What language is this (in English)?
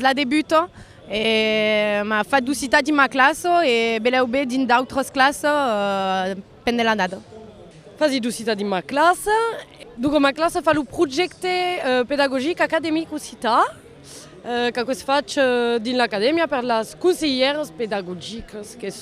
Occitan